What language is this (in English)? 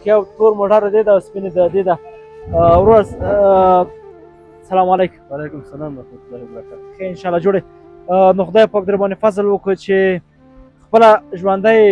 Pashto